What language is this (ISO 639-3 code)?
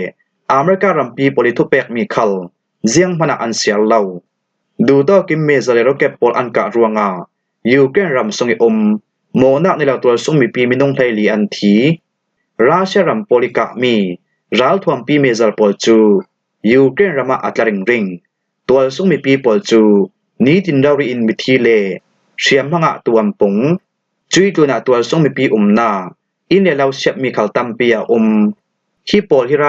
cfm